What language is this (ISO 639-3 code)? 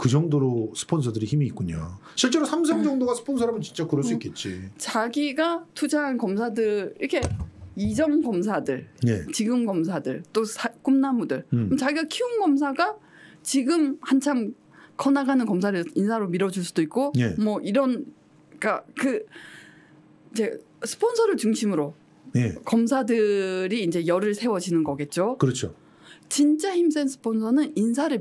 kor